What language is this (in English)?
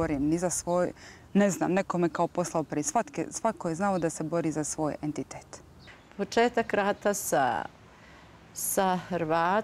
Bosnian